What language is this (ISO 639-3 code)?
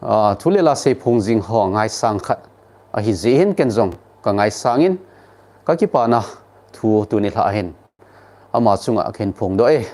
tcz